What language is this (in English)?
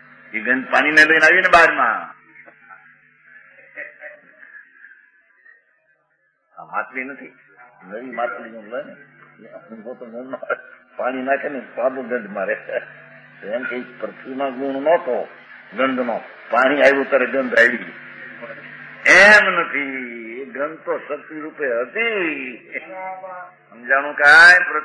Gujarati